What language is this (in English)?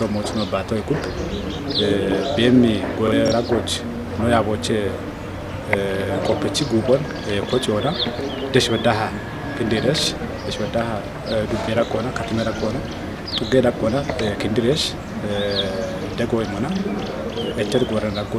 Kafa